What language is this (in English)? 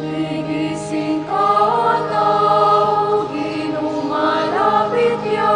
Pampanga